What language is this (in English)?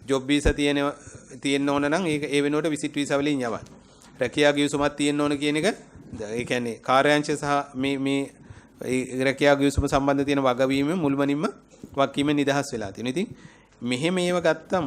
Sinhala